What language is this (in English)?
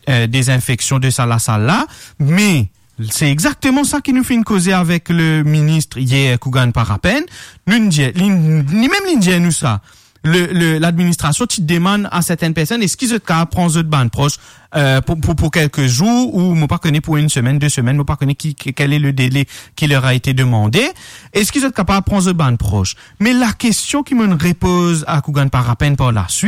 Morisyen